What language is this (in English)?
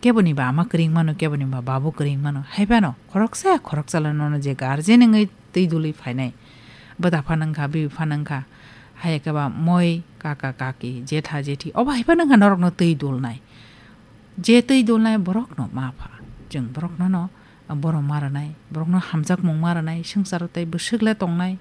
Kok Borok